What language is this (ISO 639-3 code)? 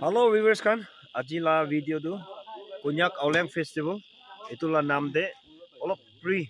nag